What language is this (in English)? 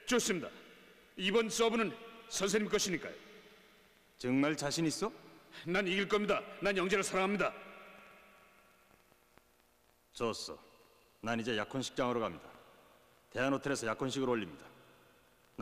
Korean